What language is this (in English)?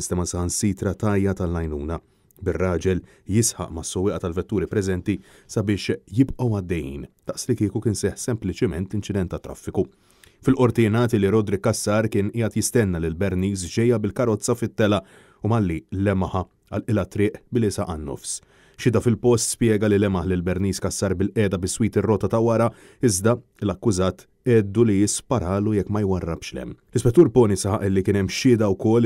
Maltese